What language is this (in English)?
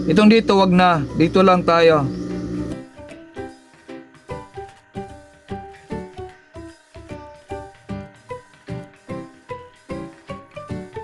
Filipino